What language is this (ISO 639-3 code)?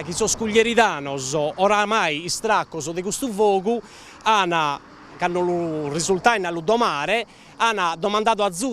srd